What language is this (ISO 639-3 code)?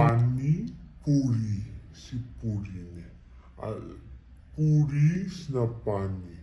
mni